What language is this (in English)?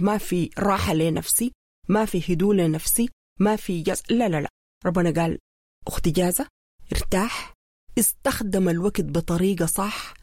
Sudanese Arabic